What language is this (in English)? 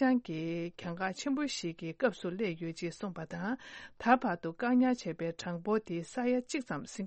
Tibetan